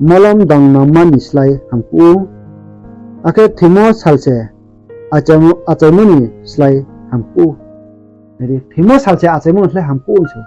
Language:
Riang (India)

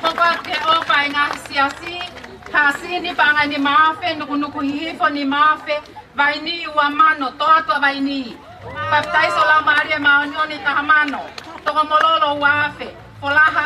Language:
Tongan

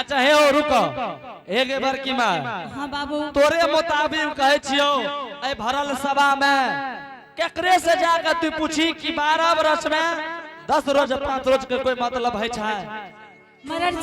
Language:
Angika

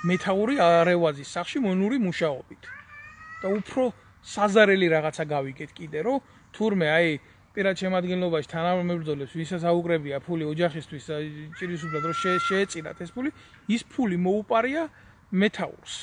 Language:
Georgian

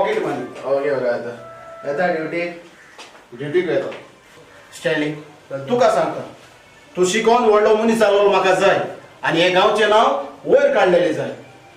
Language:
Konkani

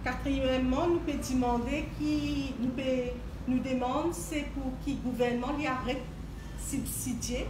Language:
Morisyen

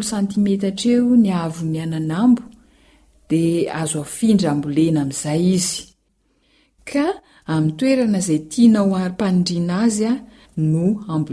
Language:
Malagasy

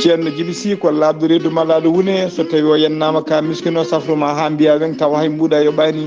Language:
Fula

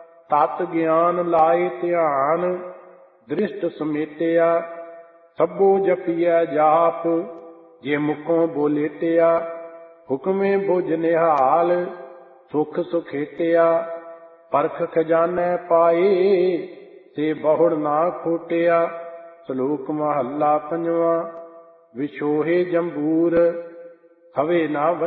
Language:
Punjabi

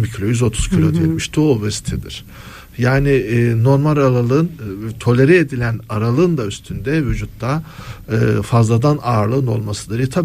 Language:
Turkish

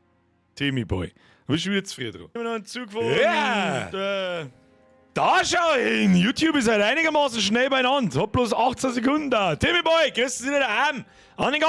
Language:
Bavarian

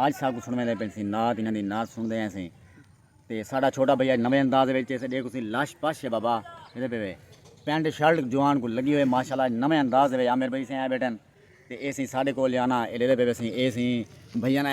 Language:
Saraiki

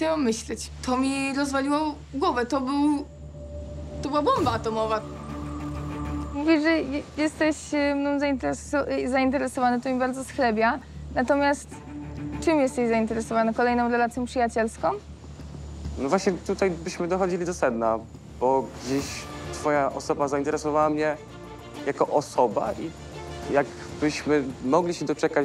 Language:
Polish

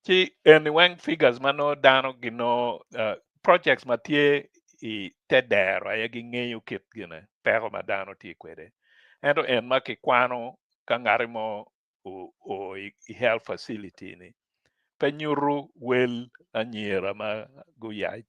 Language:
Acoli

